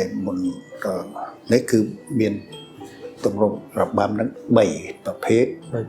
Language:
Khmer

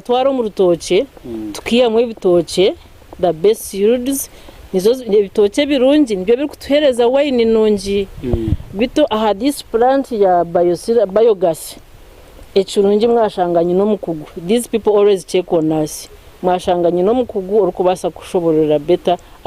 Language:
Nyankole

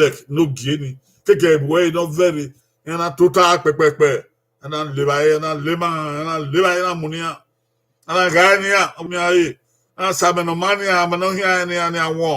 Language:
Bini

